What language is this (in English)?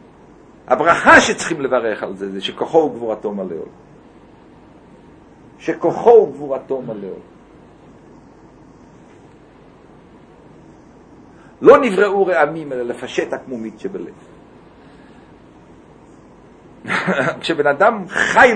Hebrew